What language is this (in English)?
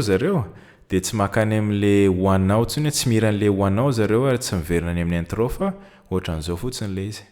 Malagasy